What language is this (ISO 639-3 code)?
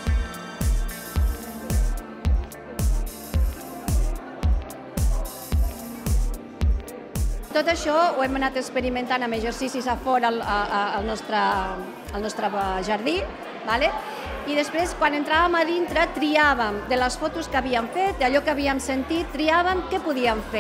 cat